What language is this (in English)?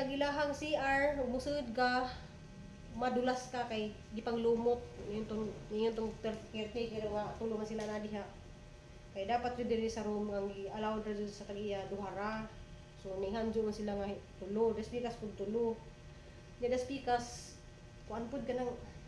Cebuano